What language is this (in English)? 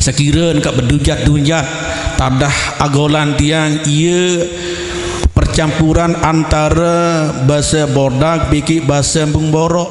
Sasak